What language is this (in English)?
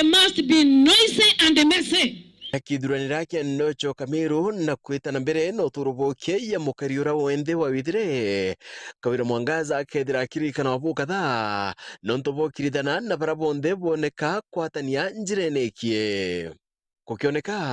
Meru